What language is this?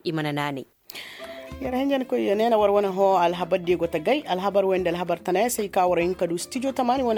Koyraboro Senni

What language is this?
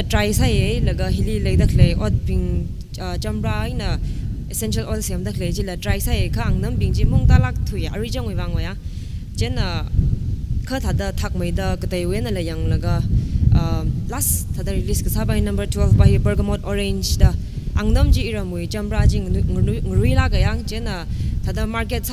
Tangkhul Naga (India)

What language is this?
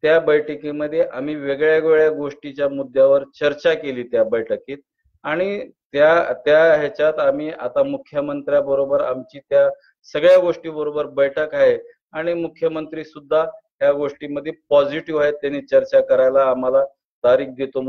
Marathi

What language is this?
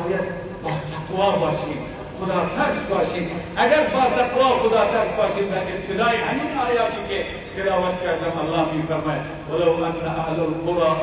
Persian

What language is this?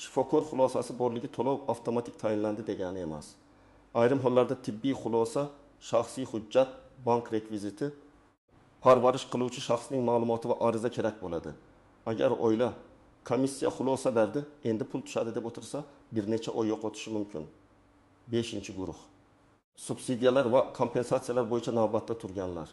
Uzbek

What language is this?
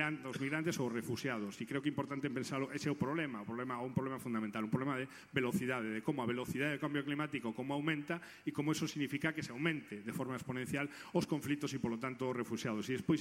Galician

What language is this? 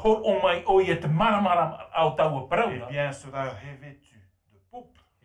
Tahitian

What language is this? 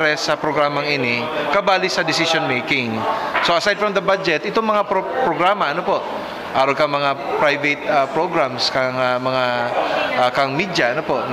Bikol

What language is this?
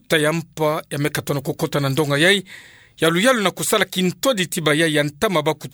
Kituba (Democratic Republic of Congo)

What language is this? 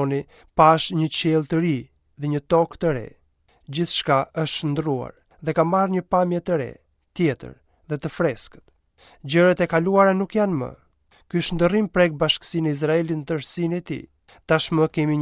Albanian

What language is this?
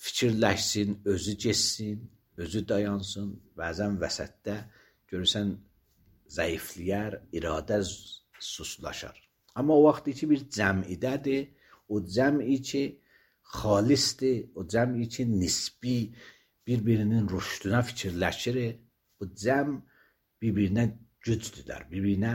Azerbaijani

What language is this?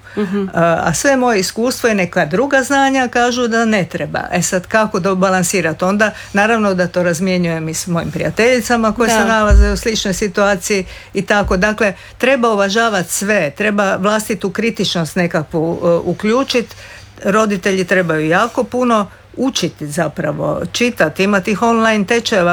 Croatian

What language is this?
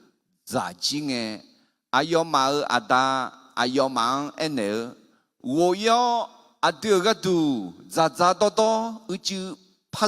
Akha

